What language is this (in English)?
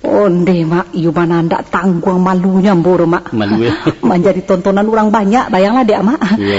Minangkabau